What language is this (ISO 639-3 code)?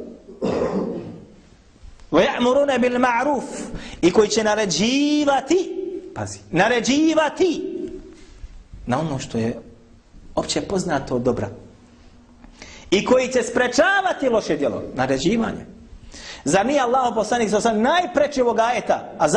bos